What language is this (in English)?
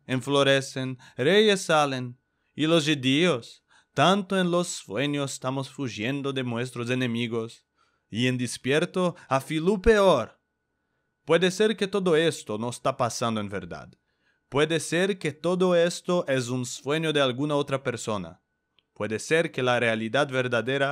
Ladino